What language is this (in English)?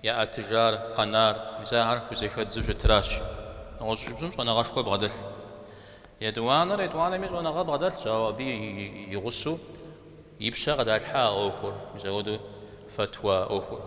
Kabardian